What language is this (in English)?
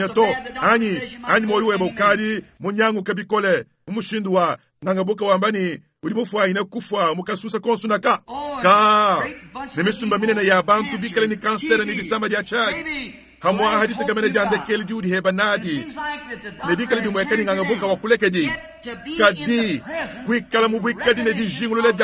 Luba-Lulua